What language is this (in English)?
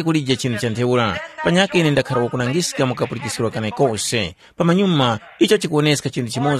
Tumbuka